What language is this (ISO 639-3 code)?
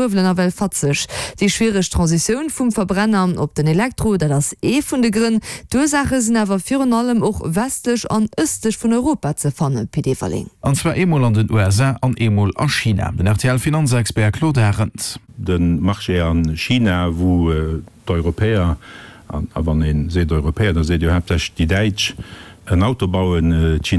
ltz